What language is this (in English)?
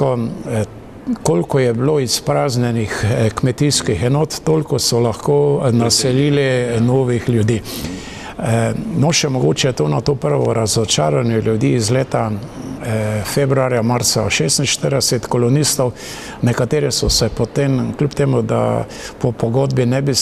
Slovenian